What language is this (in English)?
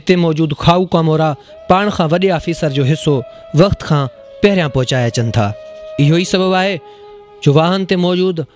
Sindhi